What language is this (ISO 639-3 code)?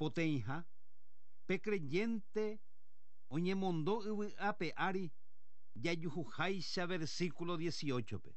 grn